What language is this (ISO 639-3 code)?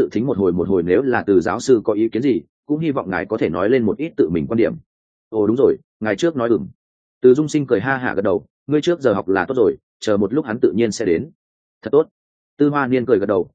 vie